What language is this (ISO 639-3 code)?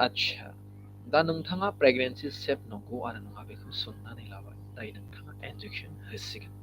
brx